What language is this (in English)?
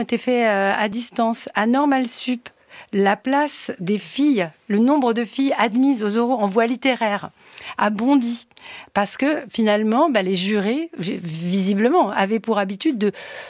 French